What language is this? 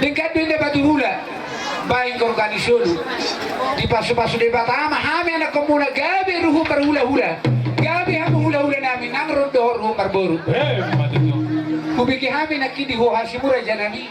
Batak Toba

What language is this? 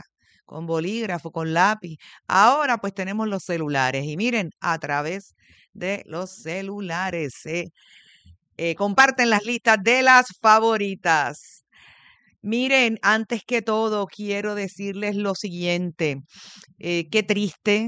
Spanish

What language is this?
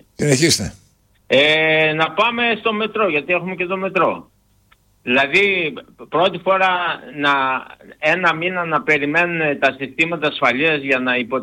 Greek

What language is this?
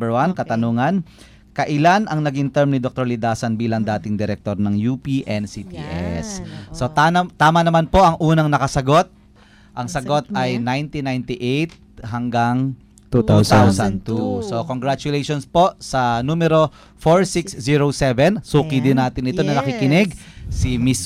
Filipino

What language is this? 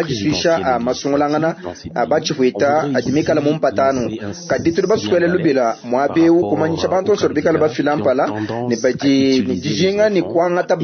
Luba-Lulua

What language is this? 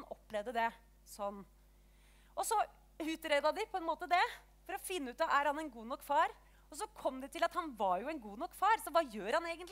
Norwegian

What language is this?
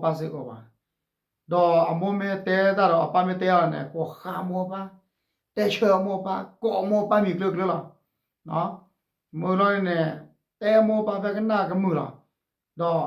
S'gaw Karen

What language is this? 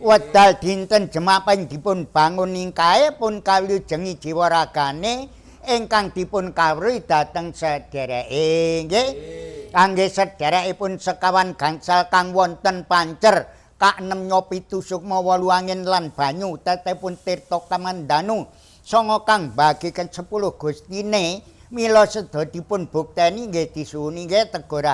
Javanese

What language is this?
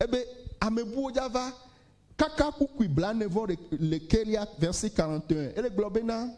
Ewe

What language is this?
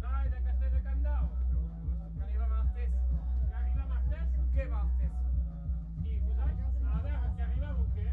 Occitan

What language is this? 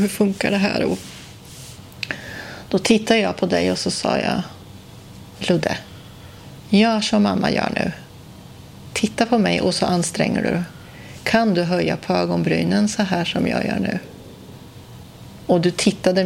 Swedish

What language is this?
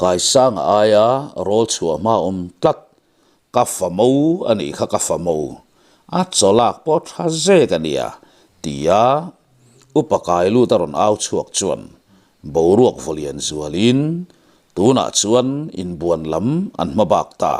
Mizo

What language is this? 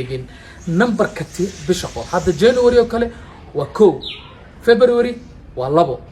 Somali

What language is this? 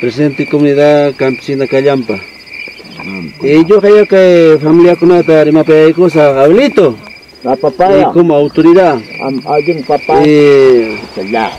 Ayacucho Quechua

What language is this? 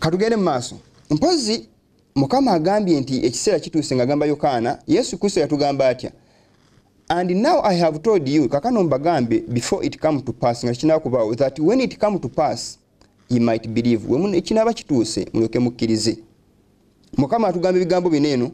Ganda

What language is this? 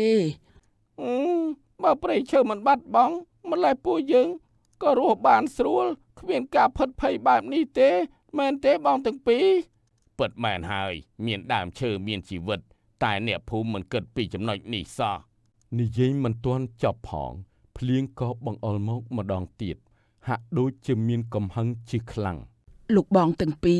Khmer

